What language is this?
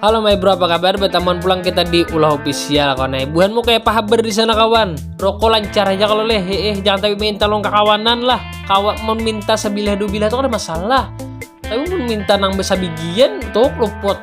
Banjar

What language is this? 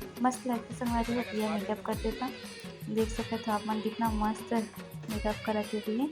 Chhattisgarhi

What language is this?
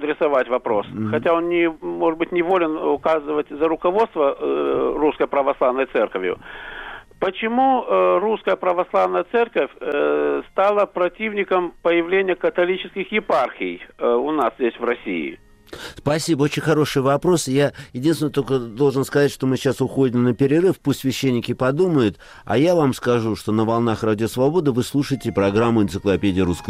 Russian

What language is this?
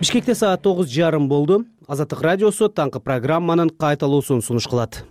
Kyrgyz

